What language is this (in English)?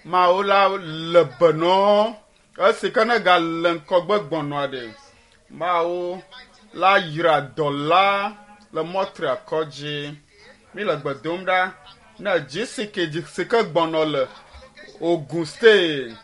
Ewe